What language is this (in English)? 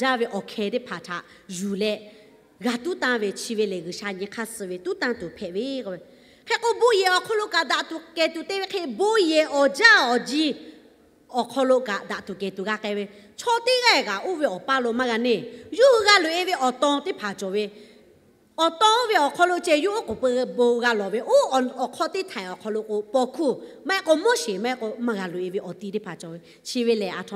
Lahu